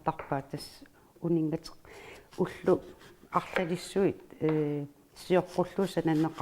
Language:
Kalaallisut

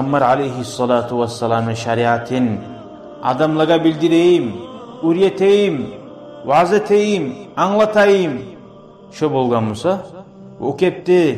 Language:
Kumyk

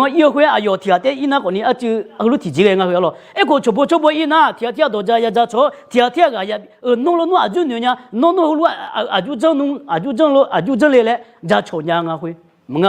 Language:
Akha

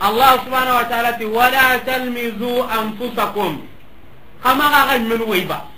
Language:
Soninke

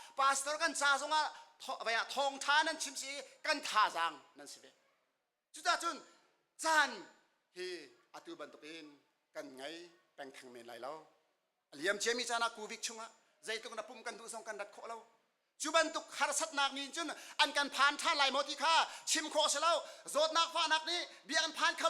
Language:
Hakha Chin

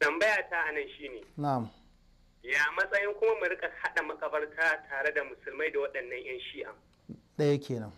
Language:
Hausa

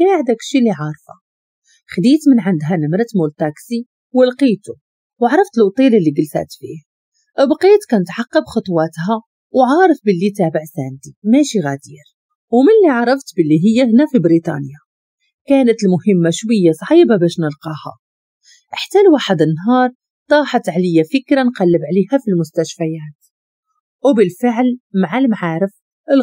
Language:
Moroccan Arabic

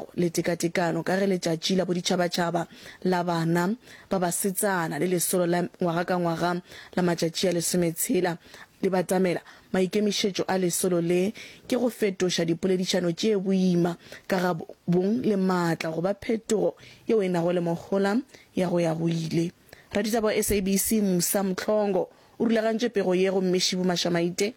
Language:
Northern Sotho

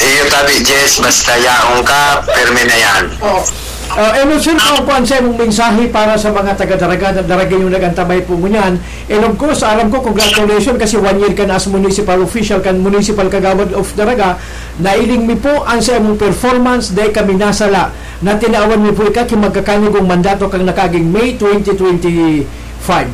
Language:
Bikol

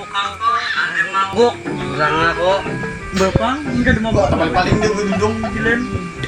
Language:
Banjar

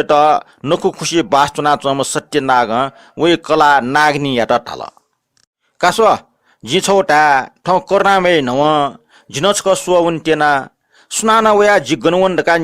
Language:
Newari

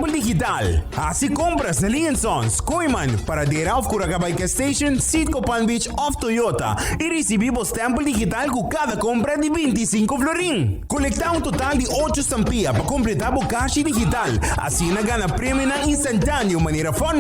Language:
Papiamento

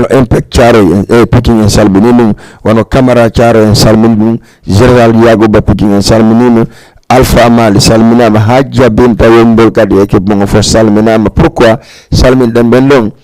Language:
Fula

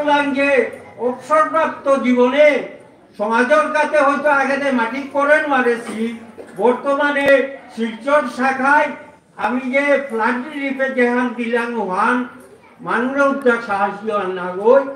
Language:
Bishnupriya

